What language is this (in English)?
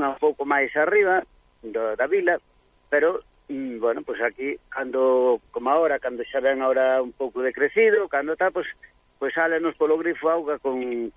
Galician